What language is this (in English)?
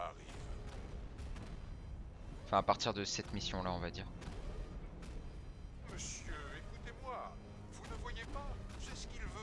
French